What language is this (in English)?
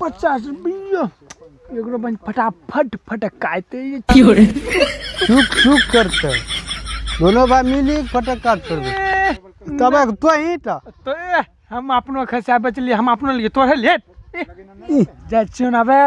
Maithili